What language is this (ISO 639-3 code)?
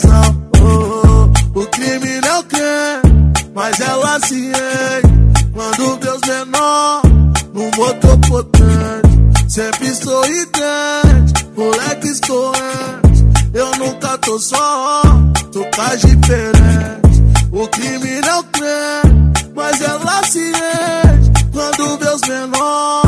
por